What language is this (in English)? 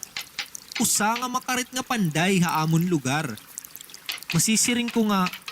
Waray